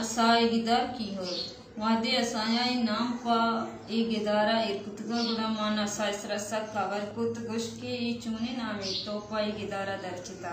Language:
Baluchi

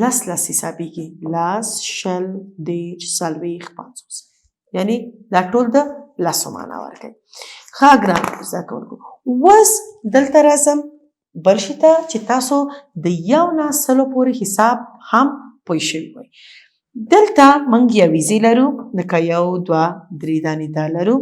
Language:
Pashto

